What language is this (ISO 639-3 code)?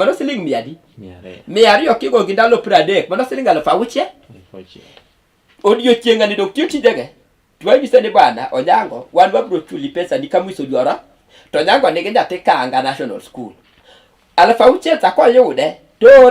luo